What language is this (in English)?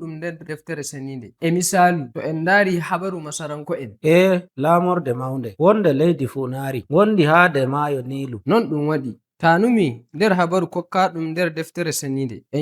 Nigerian Fulfulde